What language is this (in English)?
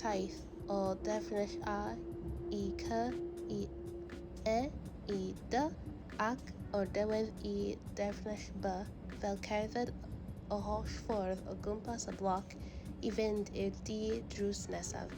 Welsh